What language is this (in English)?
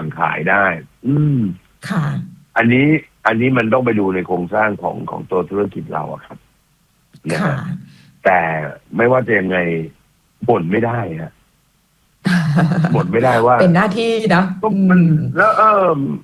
Thai